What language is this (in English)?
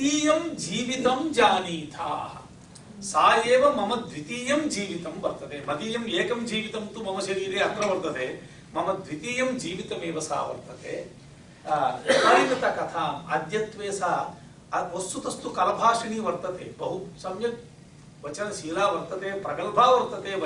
Sanskrit